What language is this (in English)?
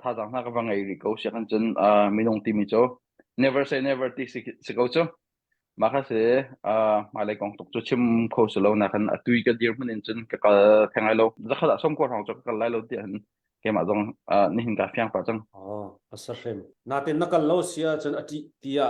Hakha Chin